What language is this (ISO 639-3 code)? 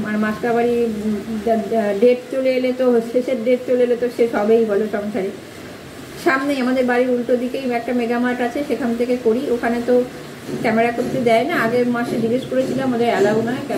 ben